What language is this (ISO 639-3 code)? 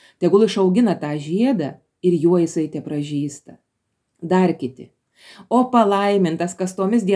lit